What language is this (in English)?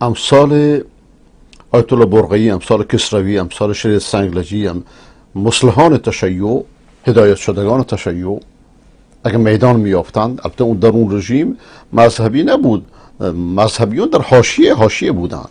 Persian